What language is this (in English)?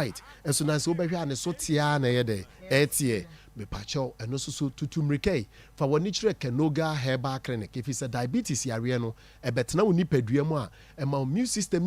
Akan